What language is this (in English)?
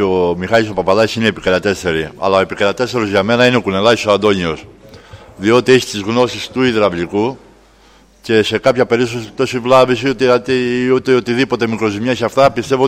Greek